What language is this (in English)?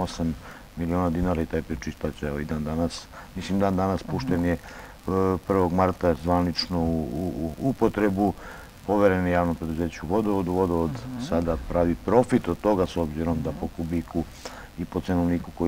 Serbian